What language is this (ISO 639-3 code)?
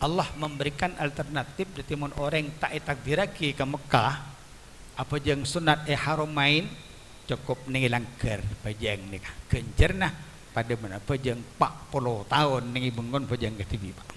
mad